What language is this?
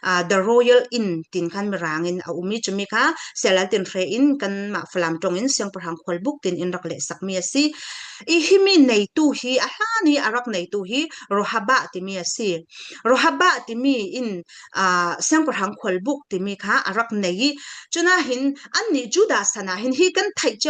Falam Chin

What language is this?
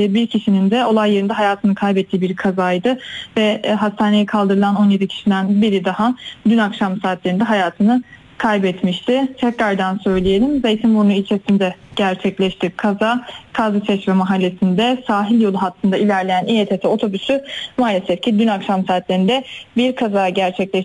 Turkish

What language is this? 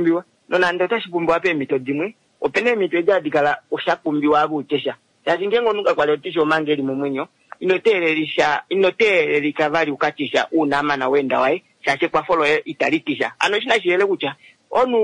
Kuanyama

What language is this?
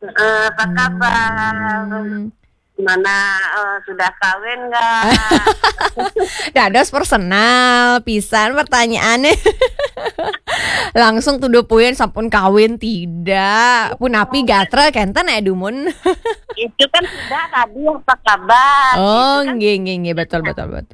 Balinese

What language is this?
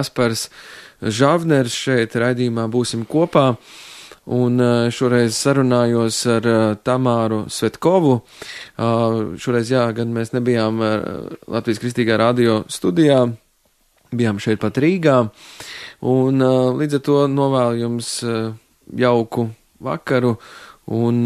Latvian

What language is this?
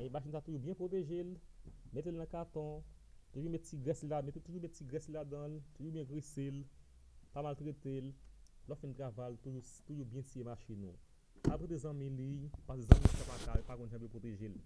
Haitian Creole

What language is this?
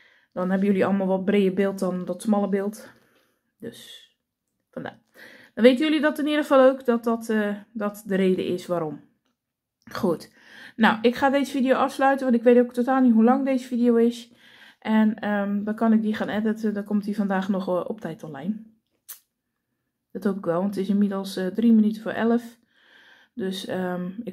Dutch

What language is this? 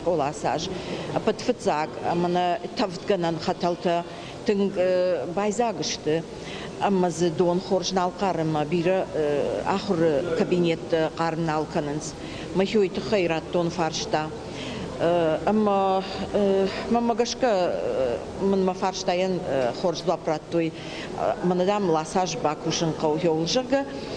Ossetic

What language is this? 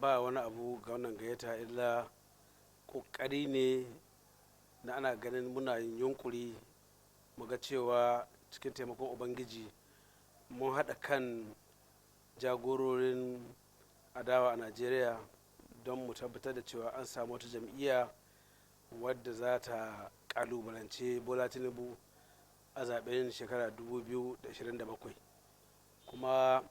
Hausa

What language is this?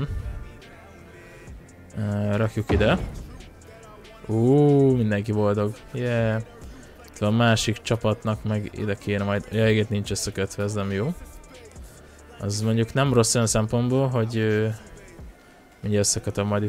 Hungarian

